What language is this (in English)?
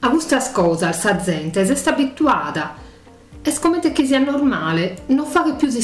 Sardinian